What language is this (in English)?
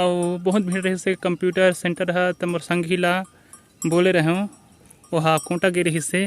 Chhattisgarhi